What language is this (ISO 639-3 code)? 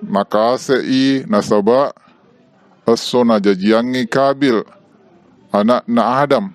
bug